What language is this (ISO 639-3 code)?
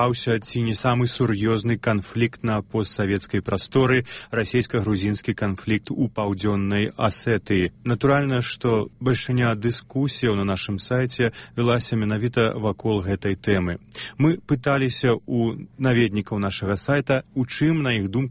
bel